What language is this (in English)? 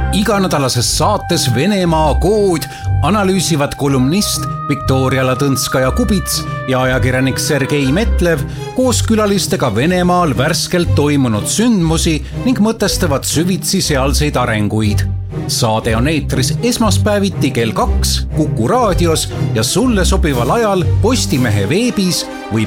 Estonian